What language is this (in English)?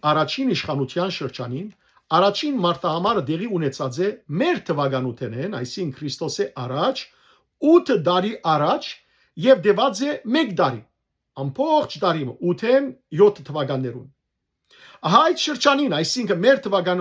Western Armenian